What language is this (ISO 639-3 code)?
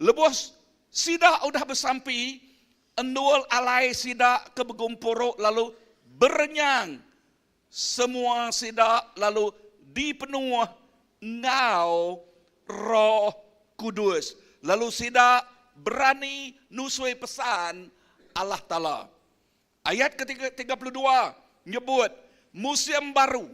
iba